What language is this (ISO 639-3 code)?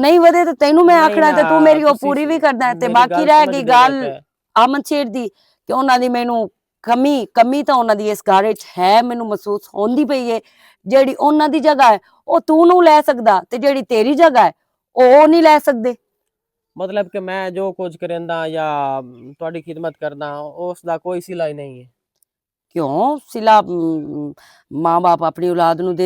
lah